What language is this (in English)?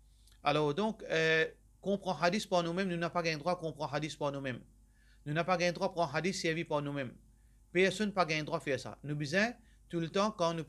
Morisyen